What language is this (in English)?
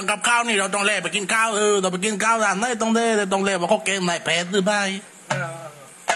Thai